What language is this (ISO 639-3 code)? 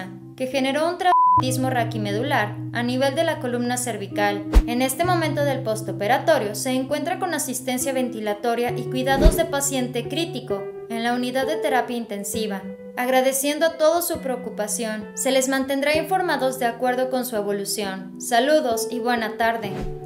spa